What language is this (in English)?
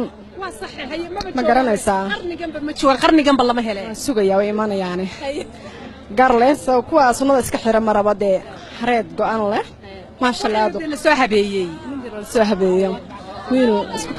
Somali